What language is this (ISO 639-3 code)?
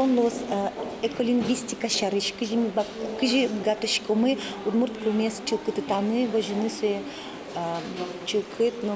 udm